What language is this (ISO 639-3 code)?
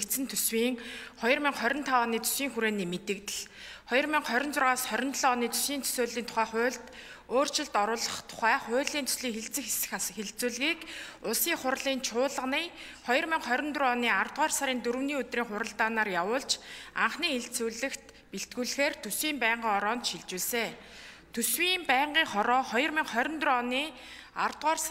mon